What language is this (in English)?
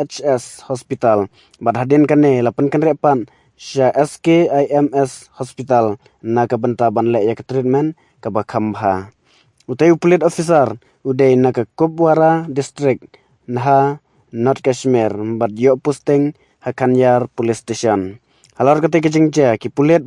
Khasi